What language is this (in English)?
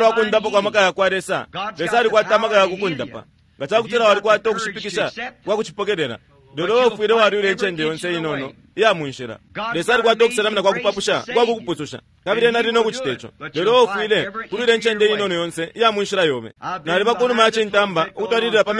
Bemba